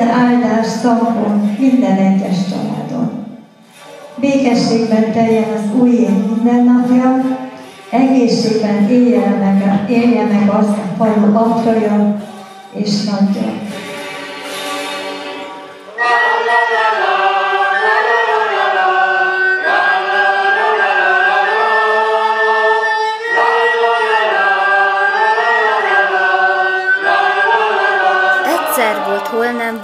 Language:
Hungarian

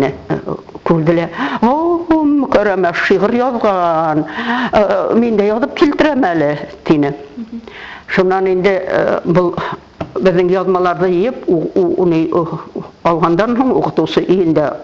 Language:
Bashkir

